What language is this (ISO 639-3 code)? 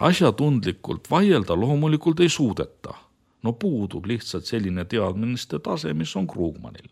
est